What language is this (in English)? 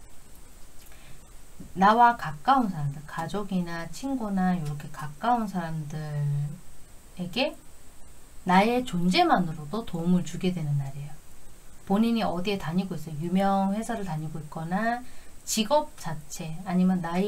Korean